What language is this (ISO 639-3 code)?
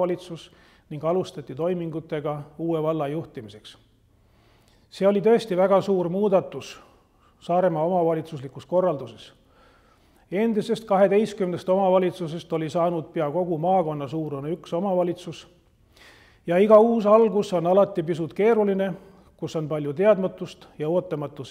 est